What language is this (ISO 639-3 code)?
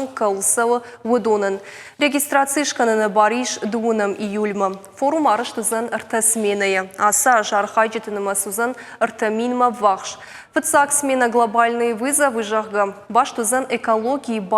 oss